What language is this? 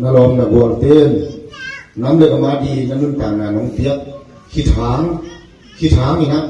Tedim Chin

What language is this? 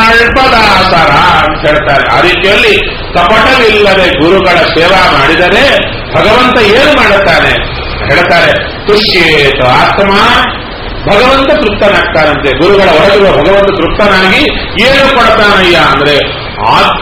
Kannada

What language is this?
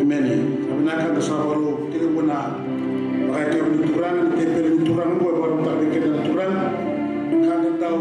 Fijian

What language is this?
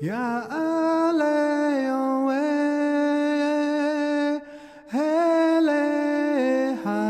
Atikamekw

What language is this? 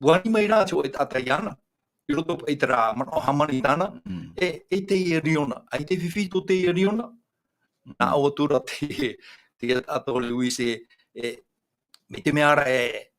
Tahitian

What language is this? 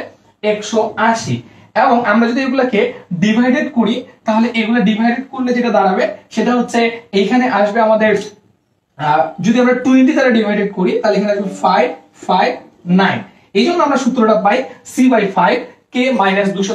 Bangla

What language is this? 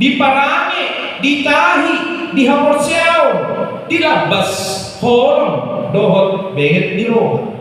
Batak Toba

